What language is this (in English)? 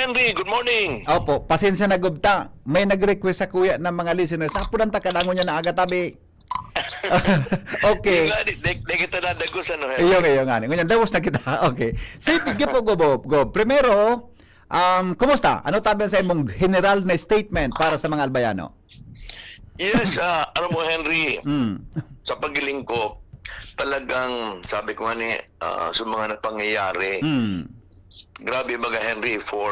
Bikol